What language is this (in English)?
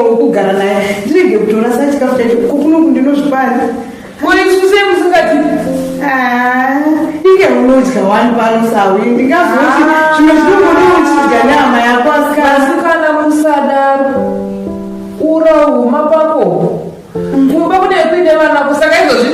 Shona